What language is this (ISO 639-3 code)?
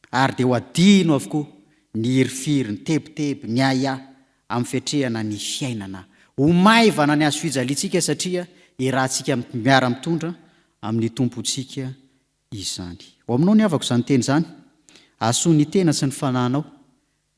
mlg